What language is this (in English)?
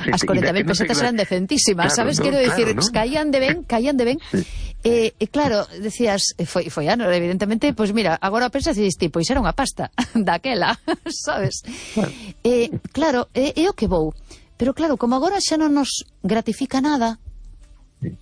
Galician